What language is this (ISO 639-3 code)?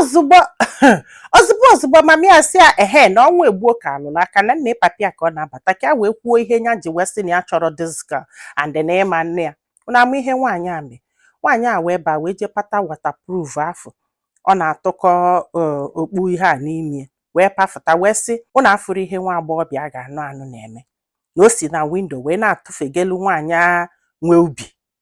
ibo